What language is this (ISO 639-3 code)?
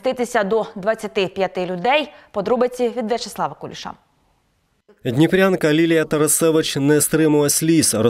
ukr